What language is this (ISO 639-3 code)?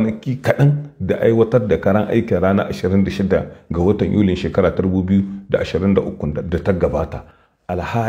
hau